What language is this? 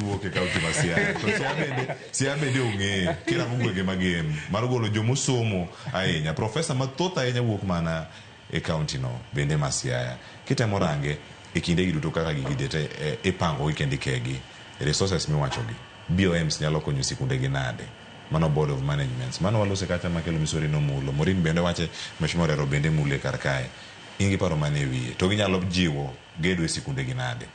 Luo (Kenya and Tanzania)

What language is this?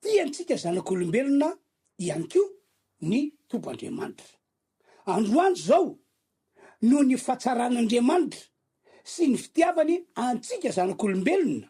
Malagasy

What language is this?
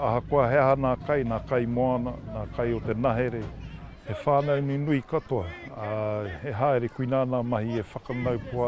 Māori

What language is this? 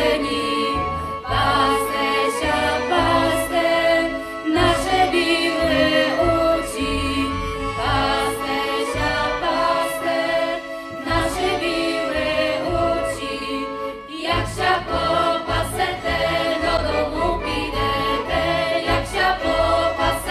Rusyn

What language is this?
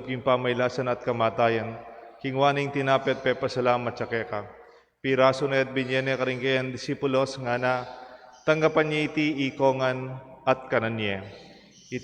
Pampanga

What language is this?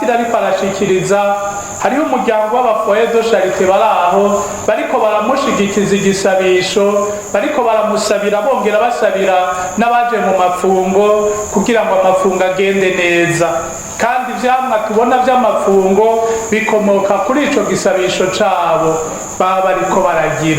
Rundi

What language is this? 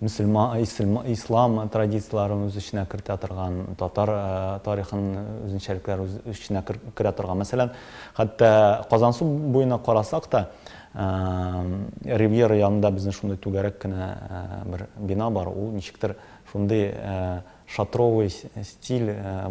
Tatar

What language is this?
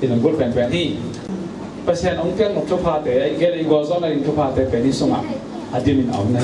Tedim Chin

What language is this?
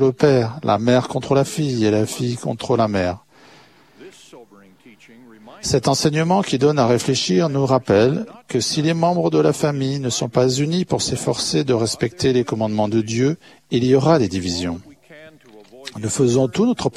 French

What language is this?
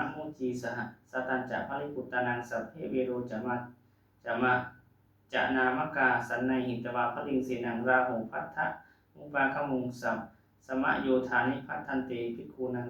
Pali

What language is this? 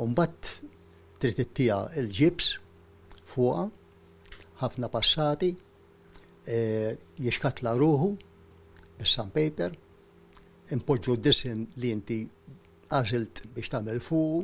Maltese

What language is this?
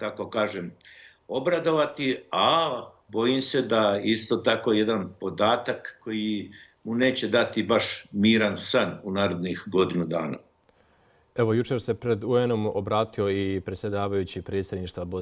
Bosnian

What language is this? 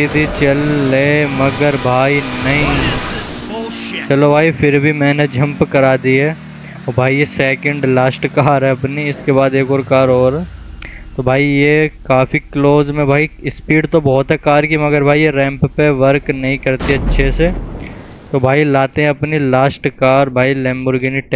Hindi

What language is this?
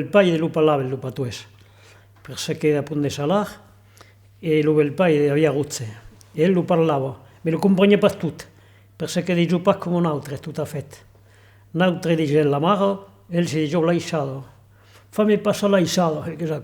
Occitan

